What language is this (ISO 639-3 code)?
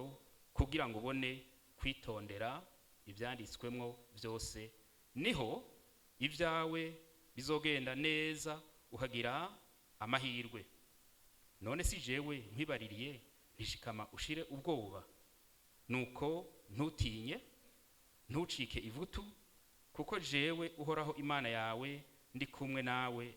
run